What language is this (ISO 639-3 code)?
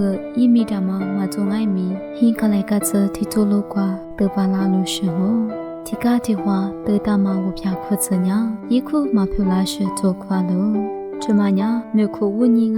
lis